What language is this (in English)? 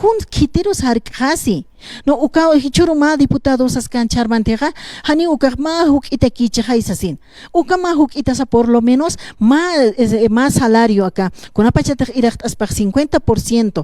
Aymara